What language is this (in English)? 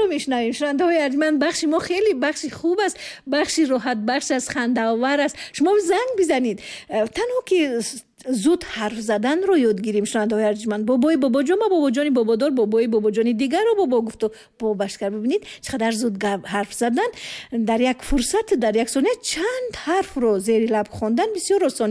Tajik